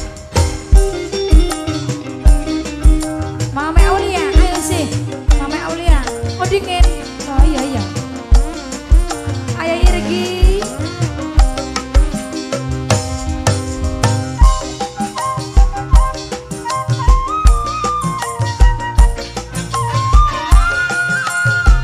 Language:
Indonesian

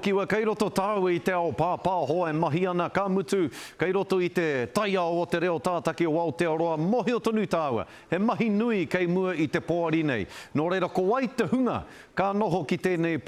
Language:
Māori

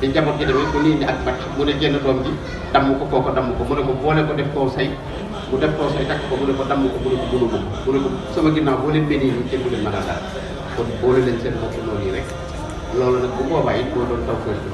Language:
Wolof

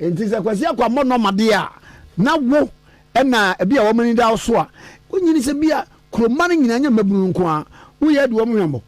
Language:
Akan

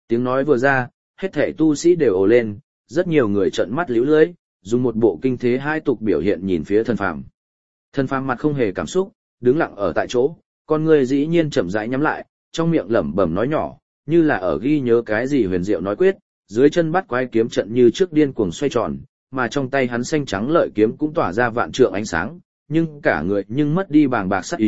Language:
Vietnamese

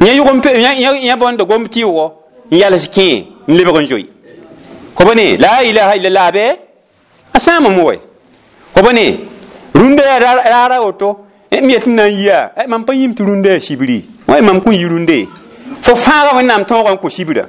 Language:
Mossi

